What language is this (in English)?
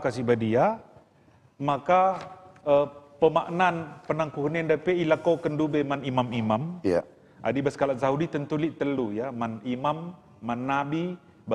Batak Karo